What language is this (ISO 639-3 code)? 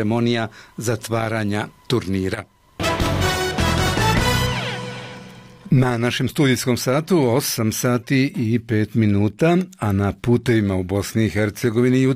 bos